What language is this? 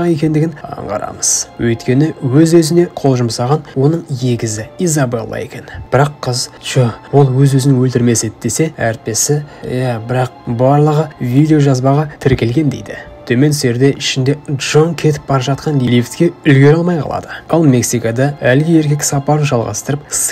Kazakh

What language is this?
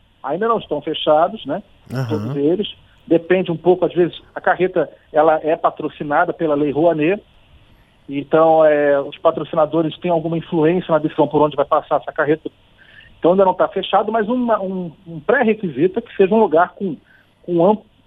Portuguese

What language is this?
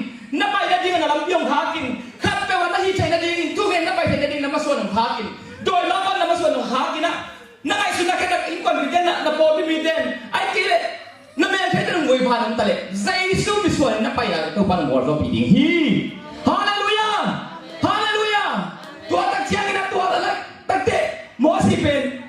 Tedim Chin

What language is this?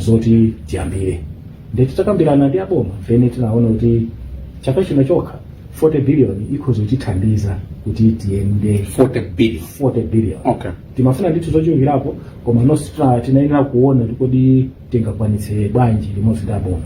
Nyanja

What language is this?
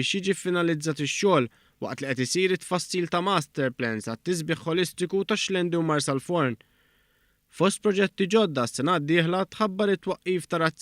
Maltese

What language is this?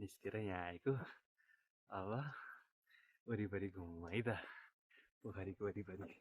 Nepali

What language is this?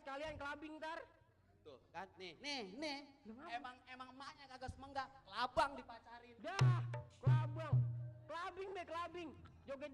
Betawi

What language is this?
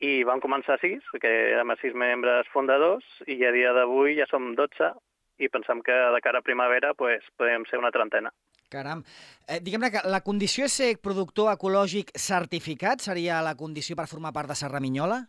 Catalan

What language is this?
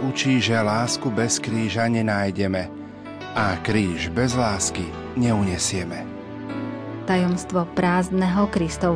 Slovak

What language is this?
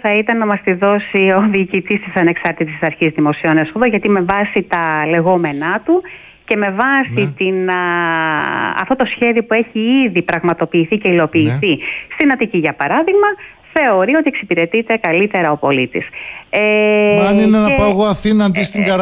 Greek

